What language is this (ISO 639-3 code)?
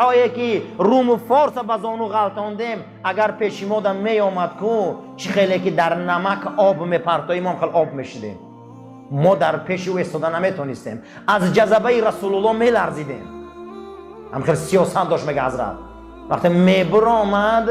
tgk